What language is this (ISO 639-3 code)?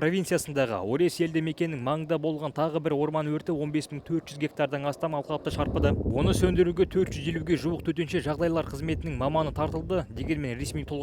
kaz